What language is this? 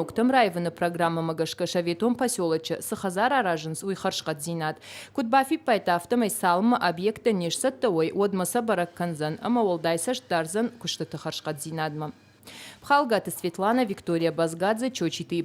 Ossetic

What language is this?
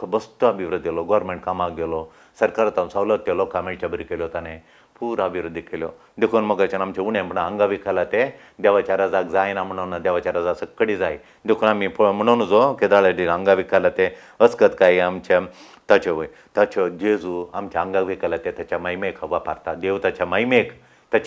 Konkani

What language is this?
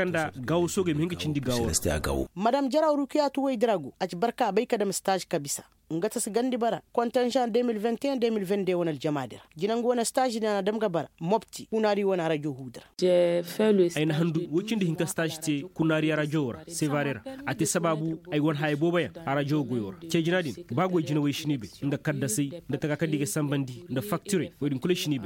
Koyraboro Senni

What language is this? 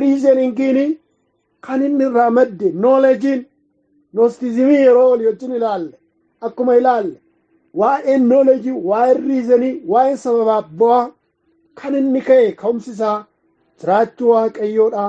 Oromo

